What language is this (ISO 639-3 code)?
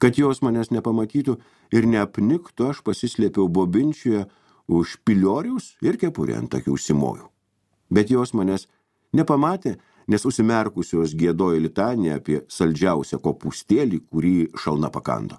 lit